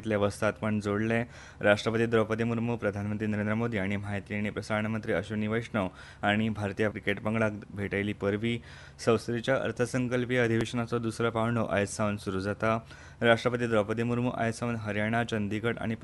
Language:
Konkani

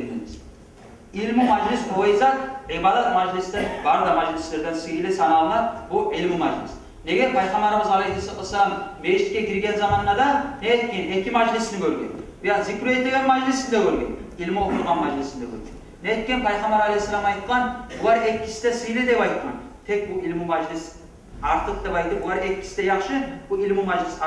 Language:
Kumyk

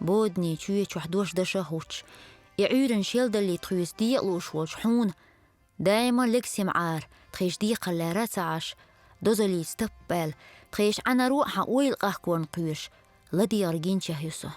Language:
Chechen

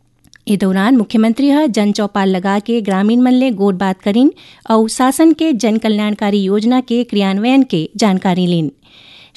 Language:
Chhattisgarhi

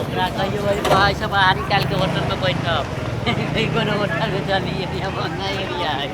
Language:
Maithili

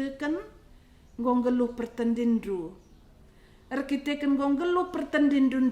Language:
Batak Karo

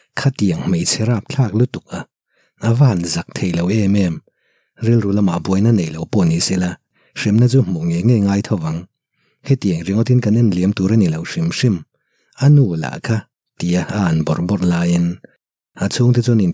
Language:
Mizo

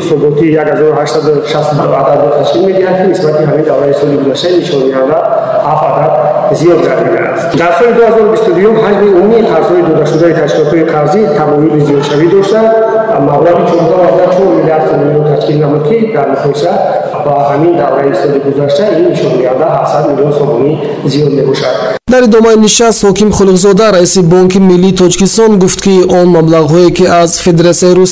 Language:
Tajik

